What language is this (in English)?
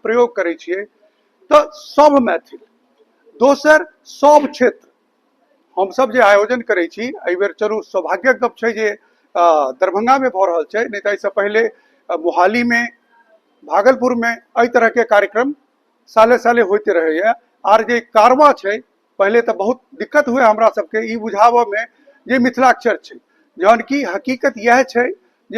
Maithili